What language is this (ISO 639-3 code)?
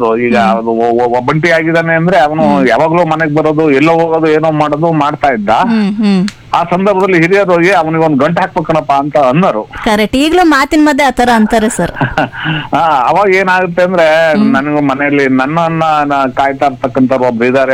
kan